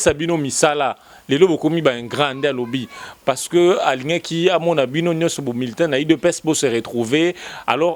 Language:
Lingala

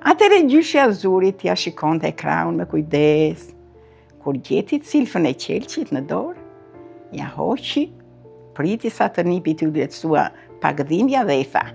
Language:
Albanian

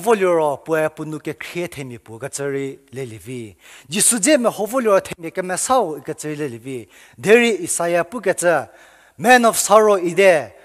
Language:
Angami Naga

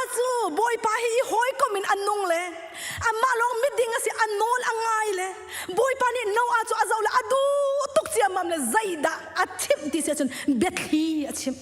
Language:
Hakha Chin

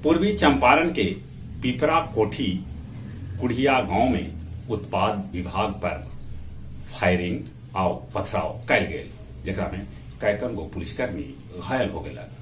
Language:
Magahi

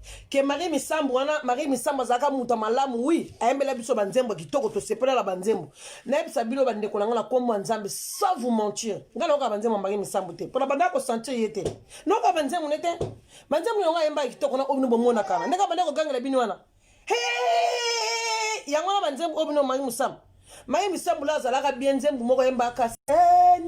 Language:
Lingala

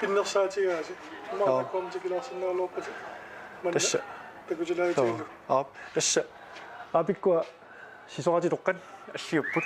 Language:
Kalaallisut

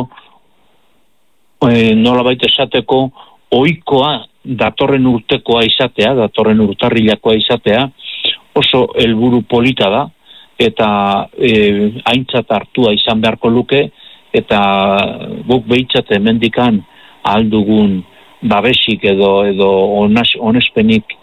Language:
Basque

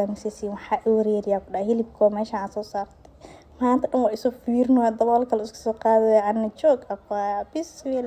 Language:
Somali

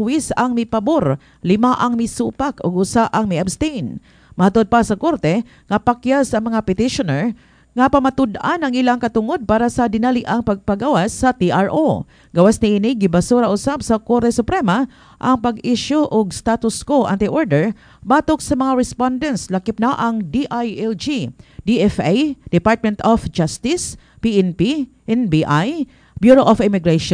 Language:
Cebuano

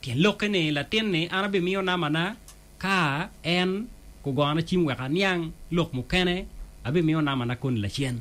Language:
Acoli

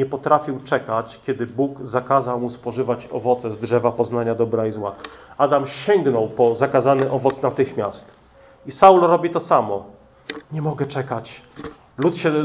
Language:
Polish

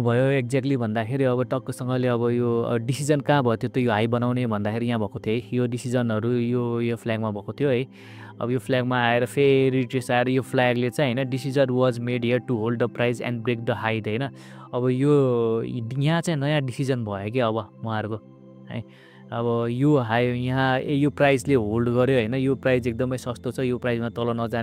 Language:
Nepali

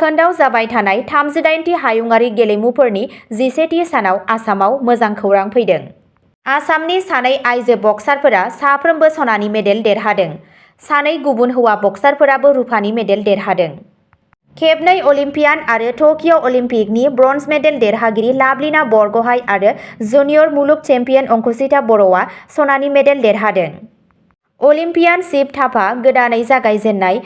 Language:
Bodo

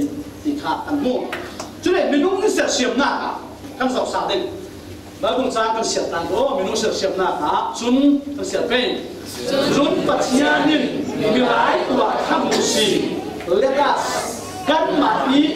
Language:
Falam Chin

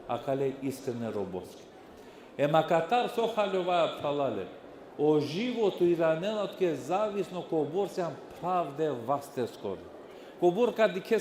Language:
Balkan Romani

